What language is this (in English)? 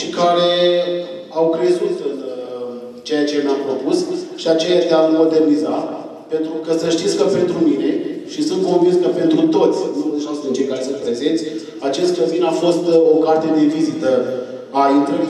Romanian